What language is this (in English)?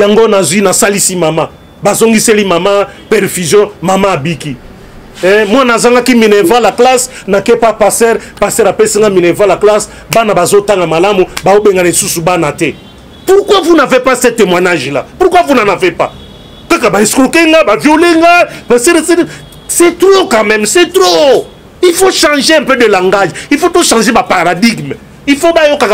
Lingala